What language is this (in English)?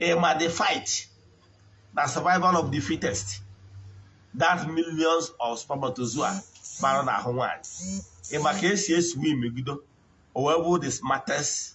Igbo